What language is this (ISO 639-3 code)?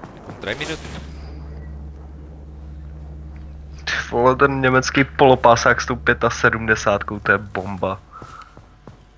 ces